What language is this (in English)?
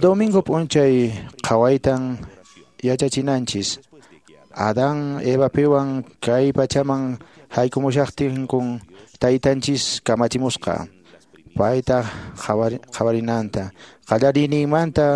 Quechua